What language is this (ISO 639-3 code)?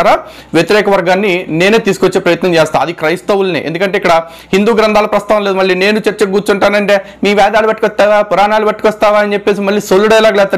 tel